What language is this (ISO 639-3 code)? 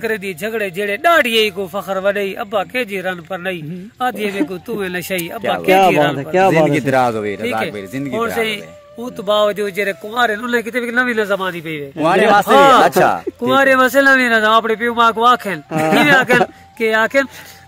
skr